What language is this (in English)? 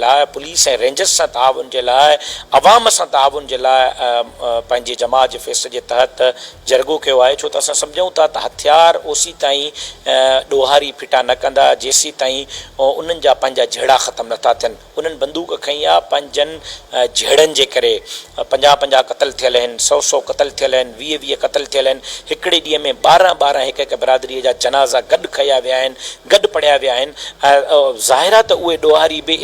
Sindhi